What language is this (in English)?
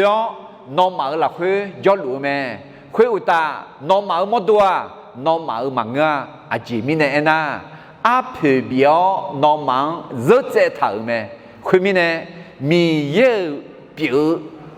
Akha